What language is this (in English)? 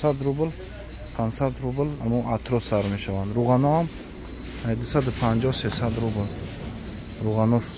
Tajik